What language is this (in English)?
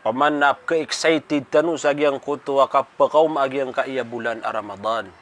Maranao